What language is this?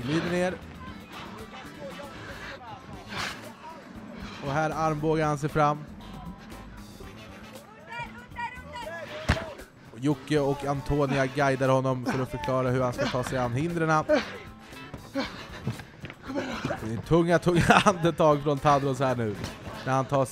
Swedish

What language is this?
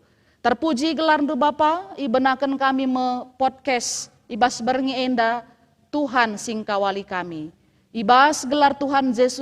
Batak Karo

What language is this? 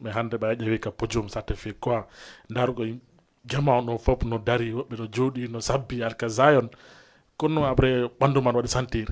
Fula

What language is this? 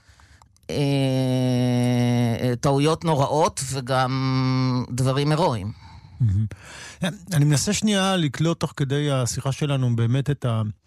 Hebrew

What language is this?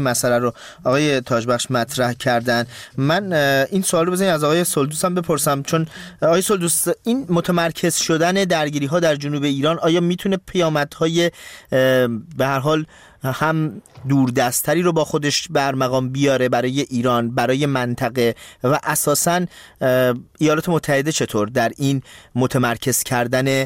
Persian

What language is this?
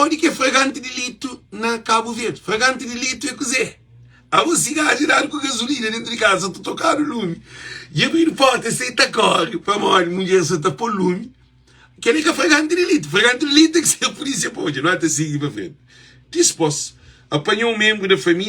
Kabuverdianu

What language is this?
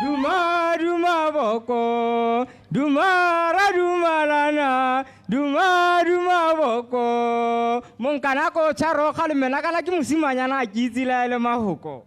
Tswana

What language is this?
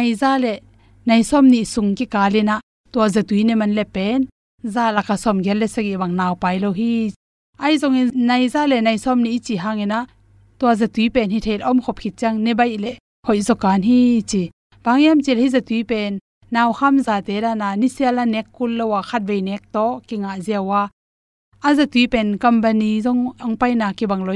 Tedim Chin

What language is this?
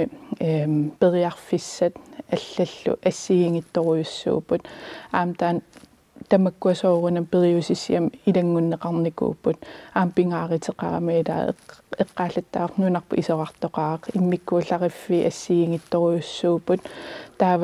Kalaallisut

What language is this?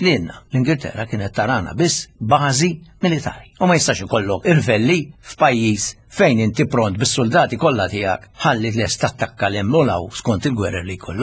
Maltese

